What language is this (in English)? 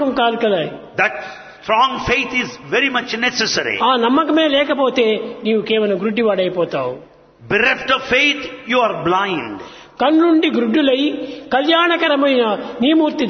Telugu